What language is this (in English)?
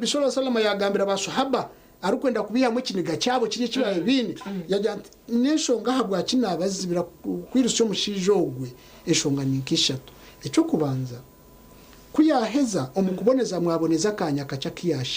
Nyankole